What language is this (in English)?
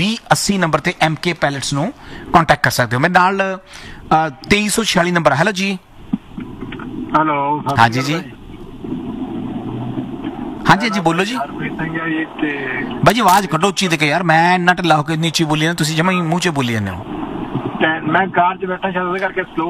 Punjabi